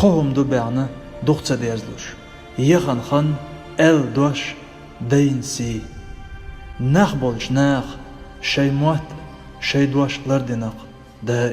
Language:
Chechen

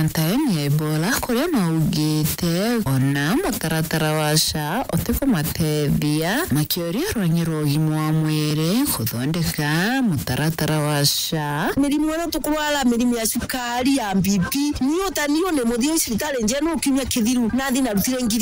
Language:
Meru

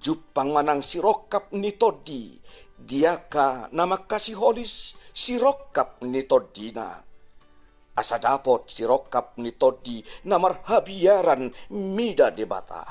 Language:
Batak Toba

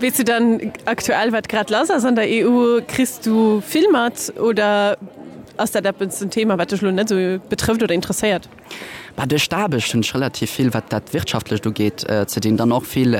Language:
Luxembourgish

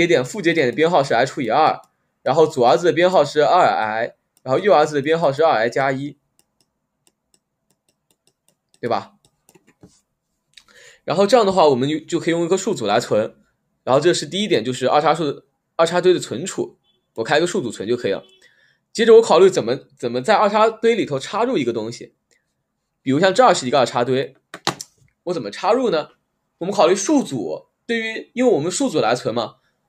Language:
Chinese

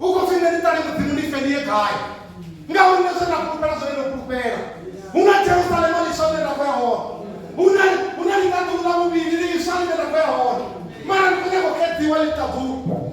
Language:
Venda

